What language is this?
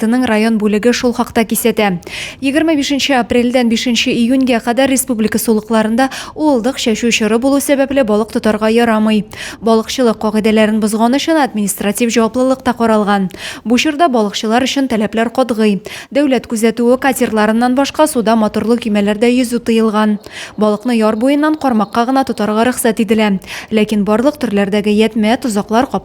Tatar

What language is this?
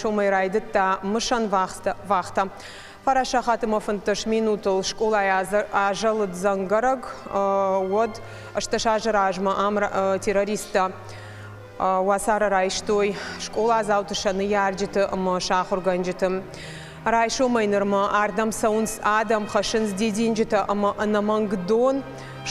Ossetic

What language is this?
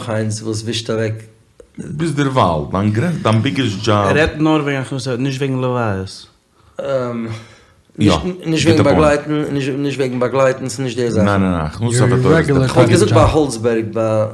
Yiddish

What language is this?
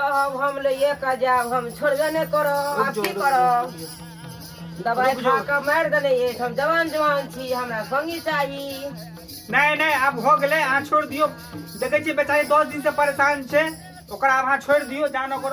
Maithili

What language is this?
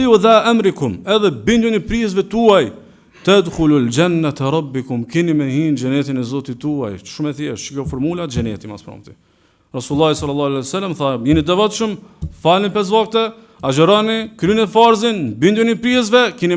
Albanian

